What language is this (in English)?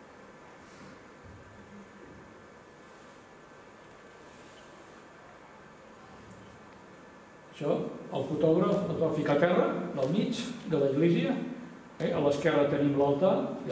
Catalan